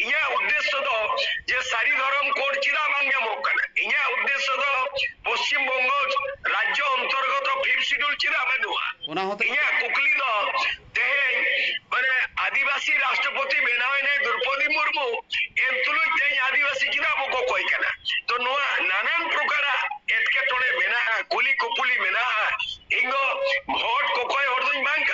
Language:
Santali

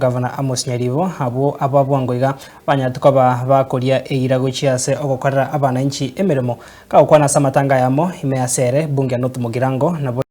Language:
Gusii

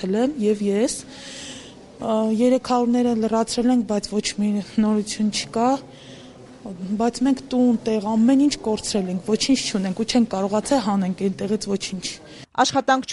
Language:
Armenian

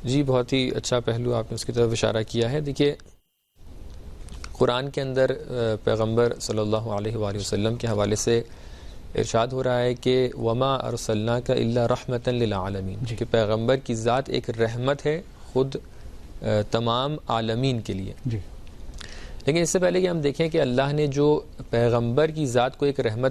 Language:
Urdu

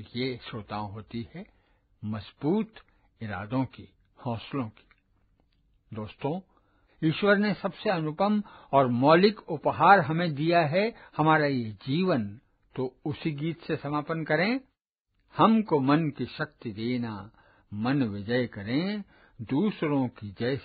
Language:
Hindi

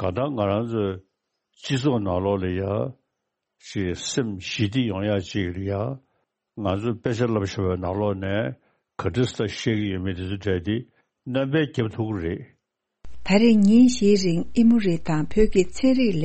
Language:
Tibetan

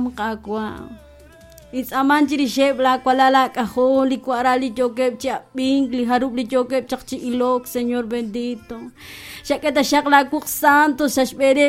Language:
Kekchí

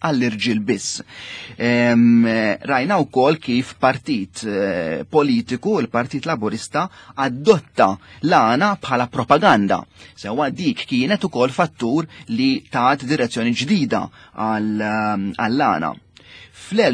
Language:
Maltese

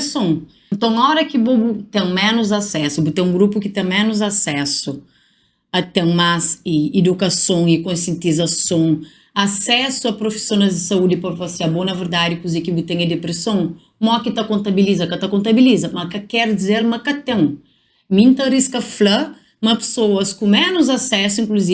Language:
Kabuverdianu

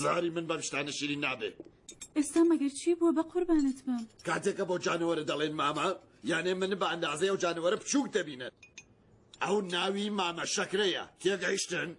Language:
Central Kurdish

